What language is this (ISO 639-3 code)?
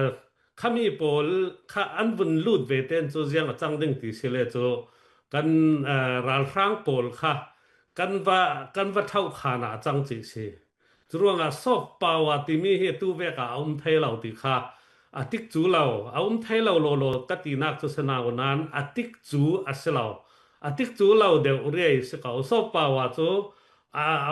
cfm